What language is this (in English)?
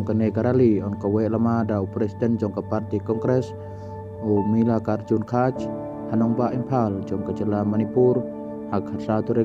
Khasi